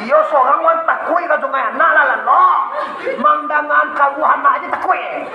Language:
Minangkabau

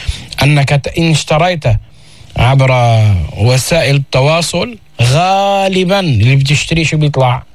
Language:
North Levantine Arabic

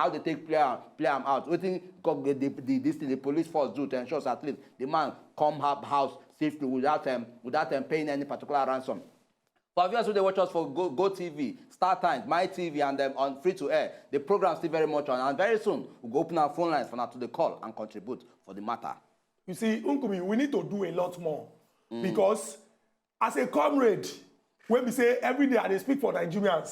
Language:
Nigerian Pidgin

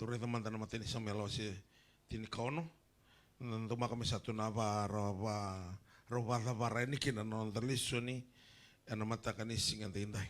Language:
Fijian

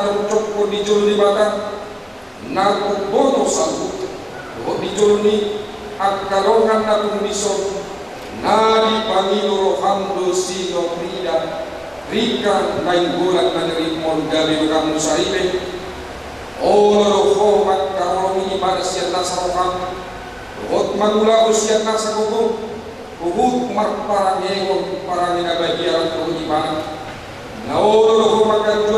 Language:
Batak Toba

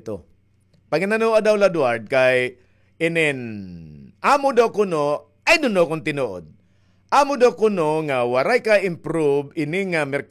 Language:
Waray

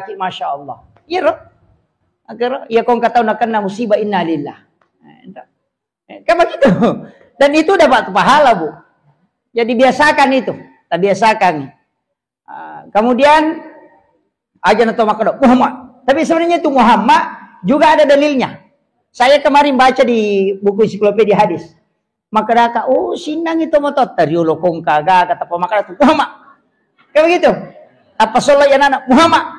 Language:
Buginese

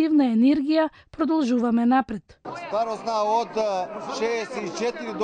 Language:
Macedonian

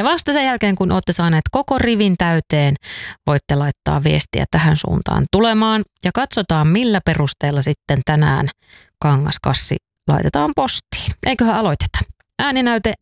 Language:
Finnish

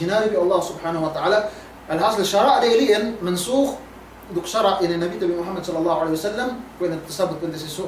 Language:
Yakan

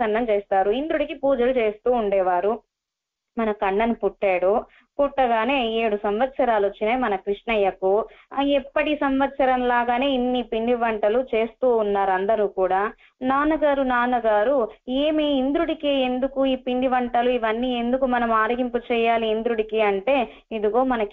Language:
Telugu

